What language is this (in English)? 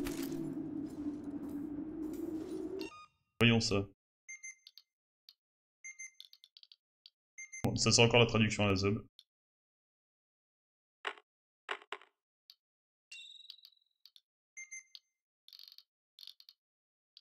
French